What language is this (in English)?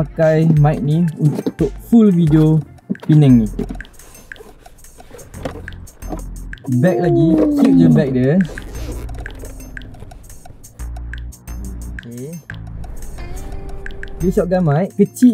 Malay